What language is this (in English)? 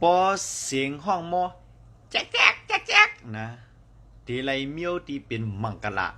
Shan